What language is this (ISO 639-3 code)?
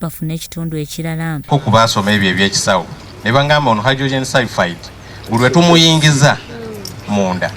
lug